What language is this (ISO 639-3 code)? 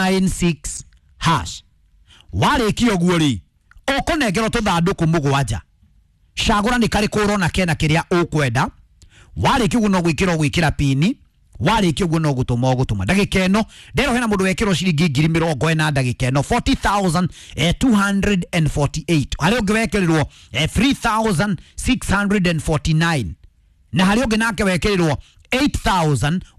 kik